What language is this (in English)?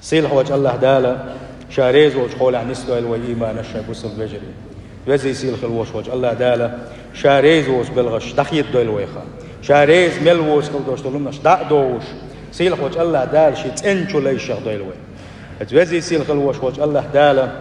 Chechen